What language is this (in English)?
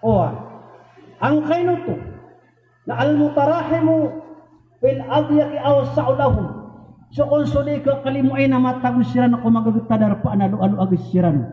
Maranao